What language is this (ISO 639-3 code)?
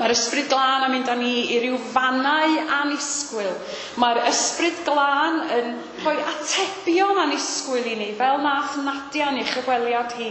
cym